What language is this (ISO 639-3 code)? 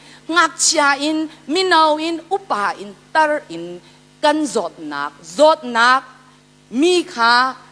cnh